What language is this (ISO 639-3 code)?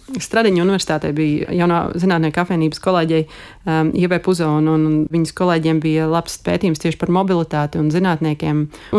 lav